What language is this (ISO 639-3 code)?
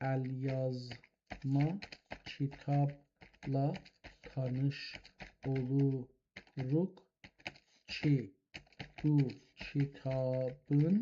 azb